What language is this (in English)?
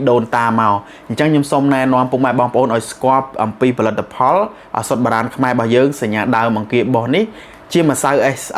Khmer